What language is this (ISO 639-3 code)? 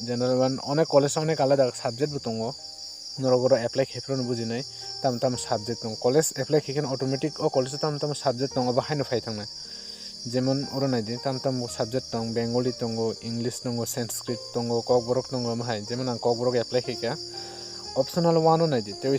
trp